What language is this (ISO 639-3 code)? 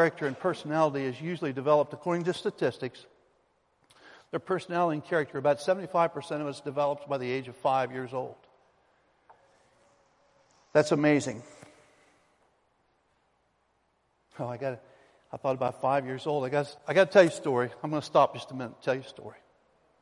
eng